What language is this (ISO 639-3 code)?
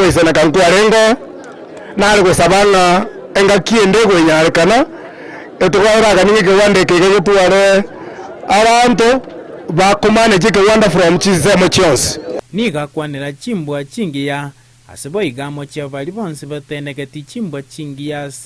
guz